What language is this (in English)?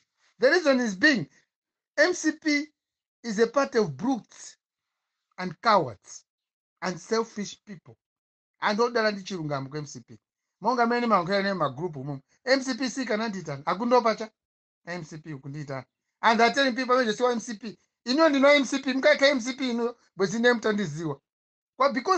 Nyanja